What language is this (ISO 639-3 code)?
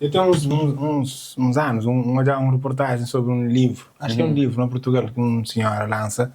kea